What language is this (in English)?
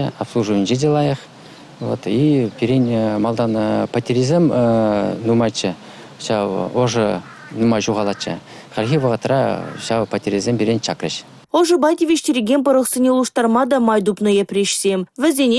Chuvash